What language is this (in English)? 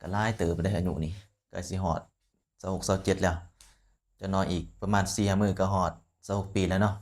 Lao